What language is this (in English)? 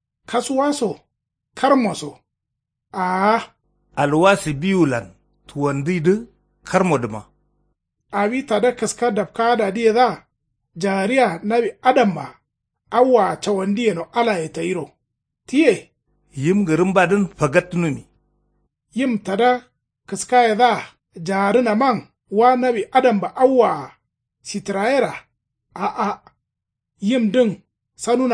Kanuri